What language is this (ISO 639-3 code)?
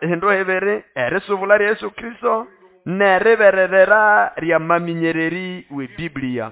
nnb